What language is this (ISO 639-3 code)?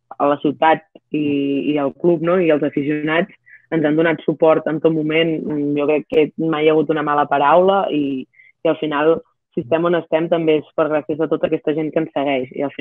cat